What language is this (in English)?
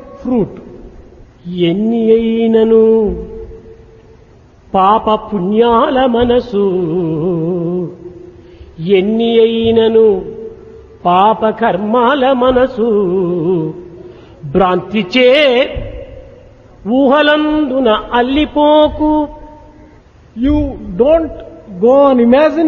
Telugu